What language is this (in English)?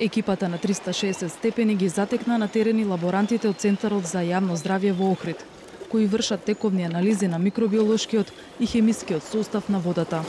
Macedonian